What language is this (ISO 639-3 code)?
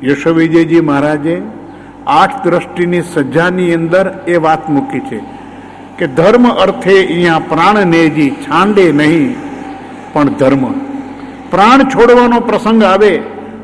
guj